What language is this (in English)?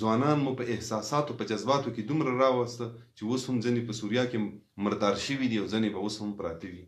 Pashto